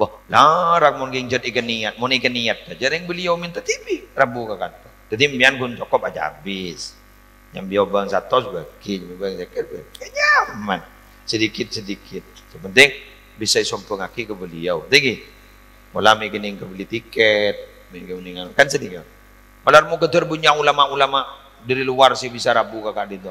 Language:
Madurese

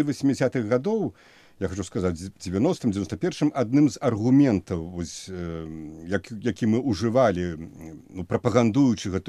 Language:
Belarusian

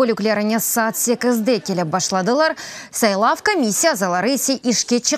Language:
Crimean Tatar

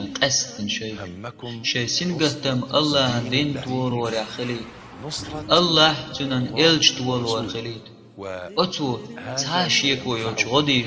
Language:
Chechen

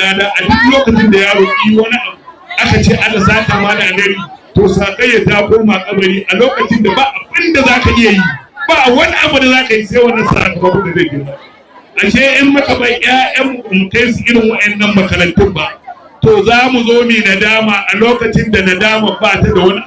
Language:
Hausa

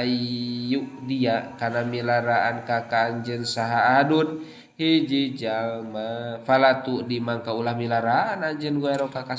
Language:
Sundanese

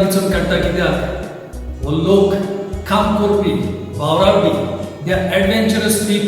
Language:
Konkani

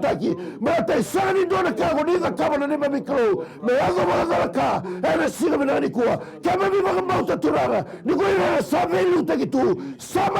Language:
Fijian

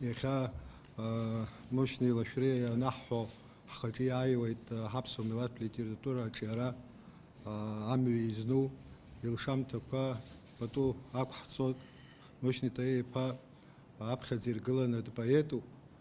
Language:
Abkhazian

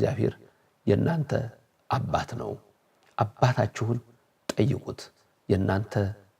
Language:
Amharic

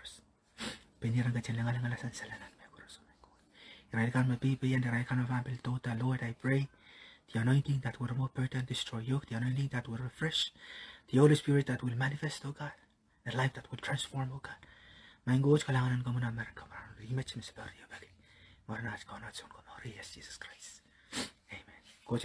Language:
Pohnpeian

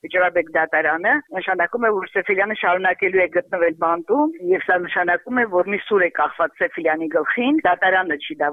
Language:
Armenian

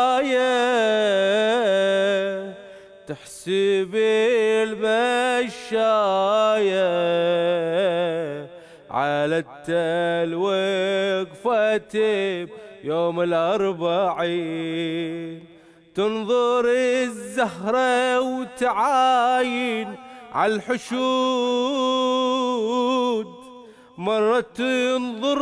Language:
Mesopotamian Arabic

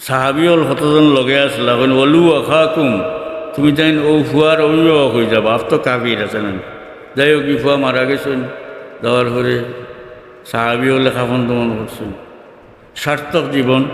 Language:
Sylheti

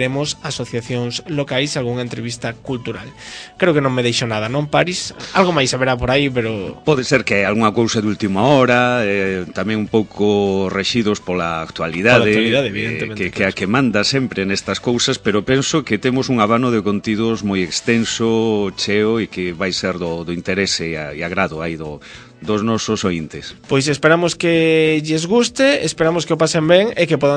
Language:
Galician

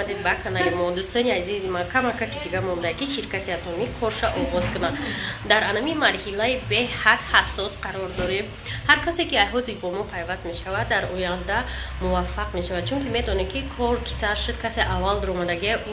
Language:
Tajik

